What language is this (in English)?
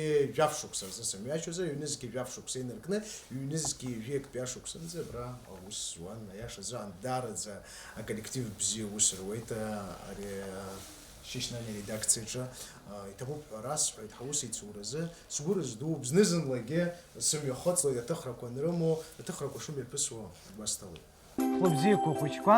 Abkhazian